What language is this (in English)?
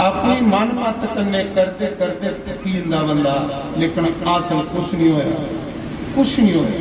Dogri